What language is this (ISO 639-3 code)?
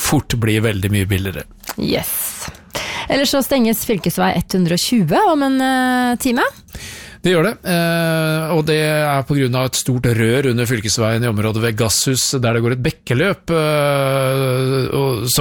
nor